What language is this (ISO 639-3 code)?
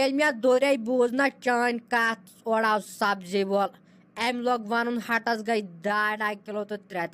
kas